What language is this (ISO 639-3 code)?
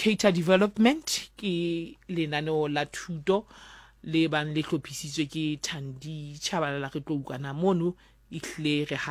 sot